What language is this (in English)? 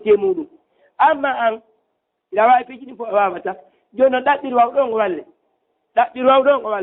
Fula